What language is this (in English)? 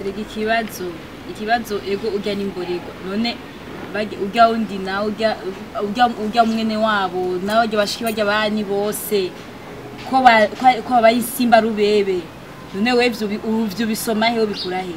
Rundi